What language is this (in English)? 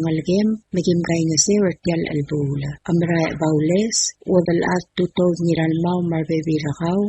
Palauan